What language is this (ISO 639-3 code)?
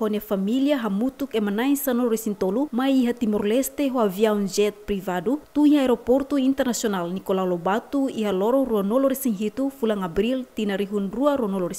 tet